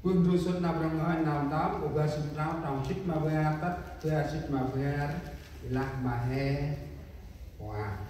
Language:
Central Mnong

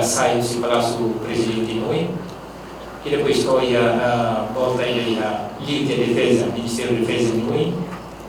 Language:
Tetum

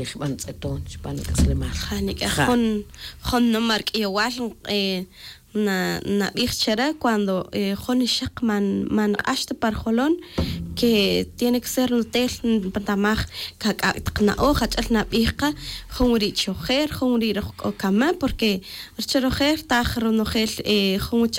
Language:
Tz'utujil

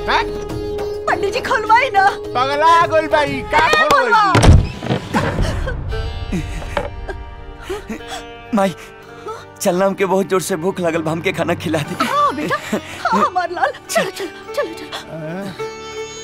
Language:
Bhojpuri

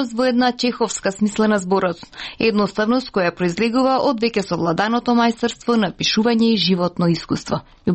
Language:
Macedonian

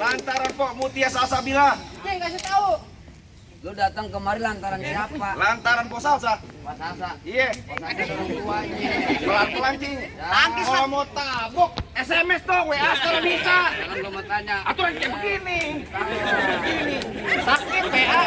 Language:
Betawi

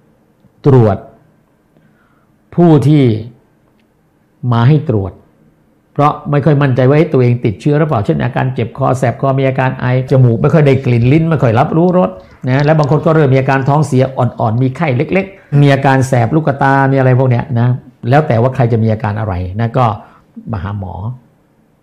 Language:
Thai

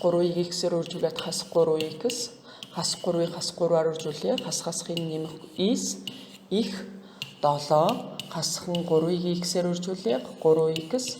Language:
Mongolian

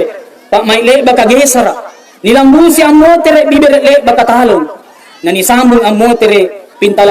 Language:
Makasar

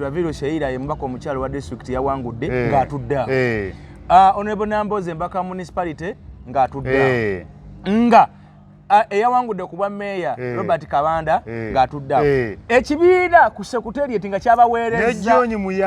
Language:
Ganda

